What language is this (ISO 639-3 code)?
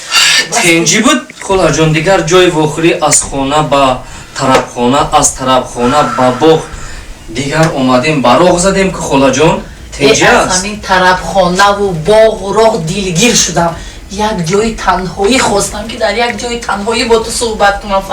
tgk